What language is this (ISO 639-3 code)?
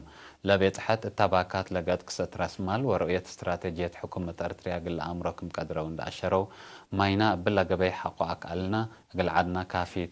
tig